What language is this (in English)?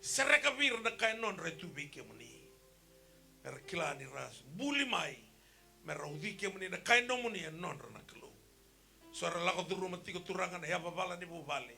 Fijian